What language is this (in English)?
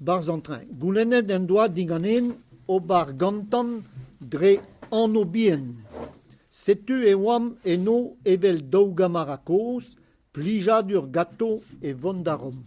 Breton